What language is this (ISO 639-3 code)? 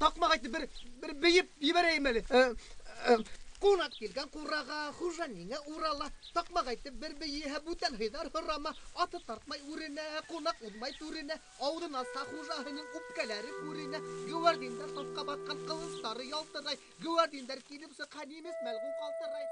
bak